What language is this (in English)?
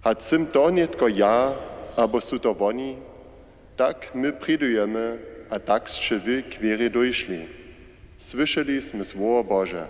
Upper Sorbian